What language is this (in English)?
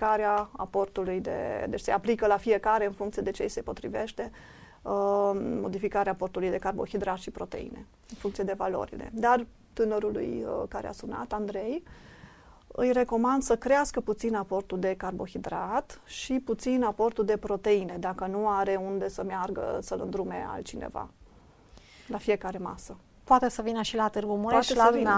Romanian